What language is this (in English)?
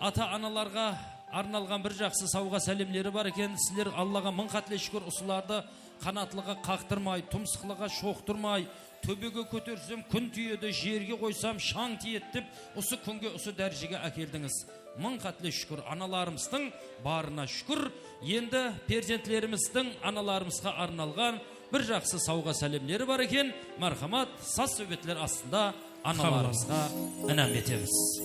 Kara-Kalpak